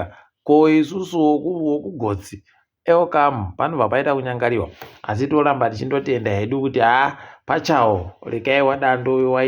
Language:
Ndau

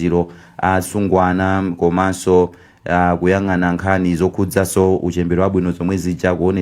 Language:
Nyanja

